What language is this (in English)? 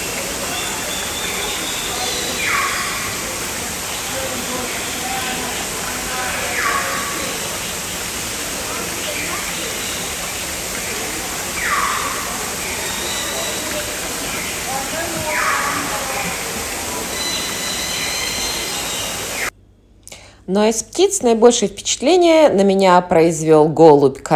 Russian